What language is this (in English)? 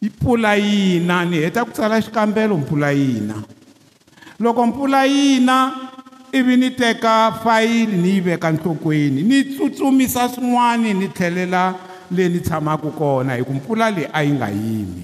Tsonga